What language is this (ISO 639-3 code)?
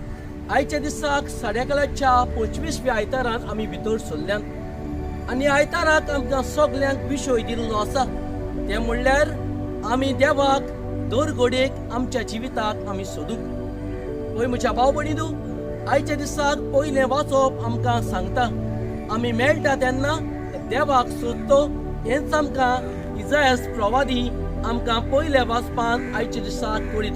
kok